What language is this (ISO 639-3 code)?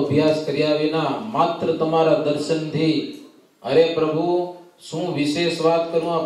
guj